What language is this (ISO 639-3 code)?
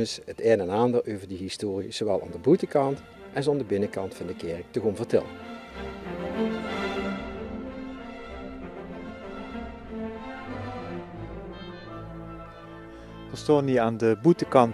nld